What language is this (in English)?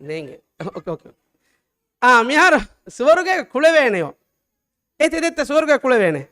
Divehi